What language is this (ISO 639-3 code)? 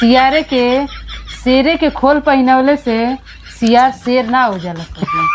bho